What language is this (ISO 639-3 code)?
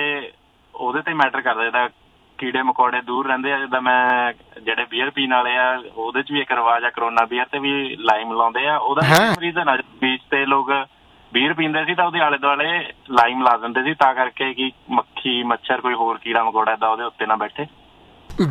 pan